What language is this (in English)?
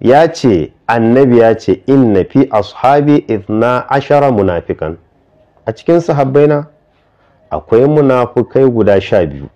Hausa